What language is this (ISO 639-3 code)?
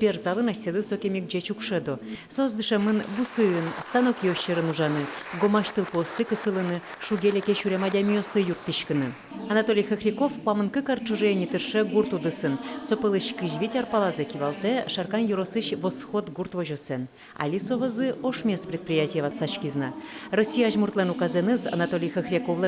udm